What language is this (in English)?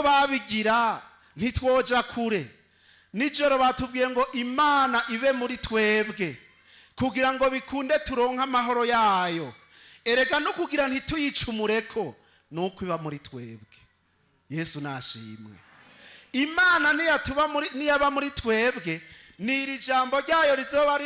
Rundi